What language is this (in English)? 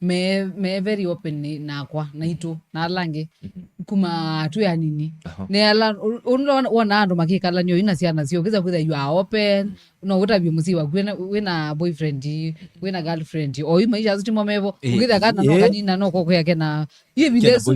Kamba